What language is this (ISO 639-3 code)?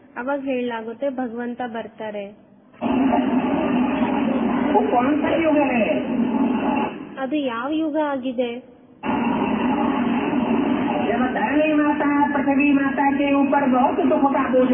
kan